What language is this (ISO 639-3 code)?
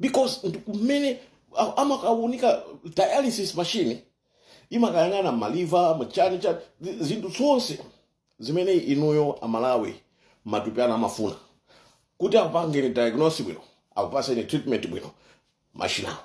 nya